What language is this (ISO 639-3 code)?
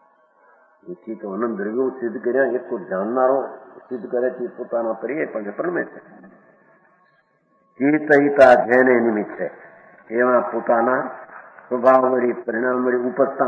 guj